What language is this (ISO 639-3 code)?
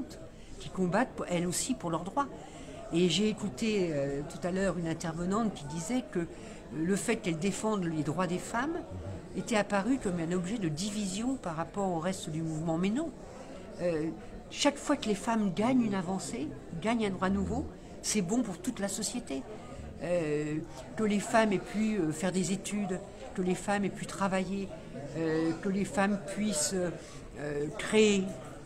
fra